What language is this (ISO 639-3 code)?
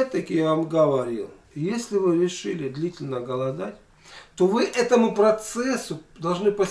rus